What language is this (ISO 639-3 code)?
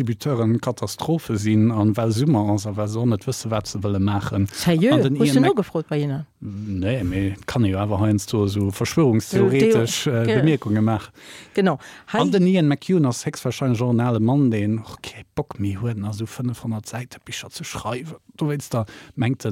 ltz